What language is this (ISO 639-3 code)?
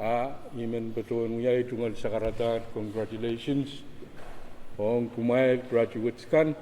pon